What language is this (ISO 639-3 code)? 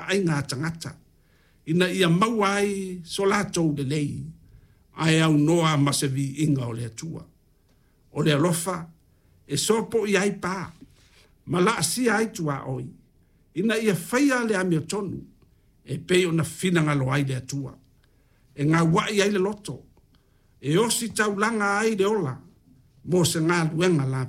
smo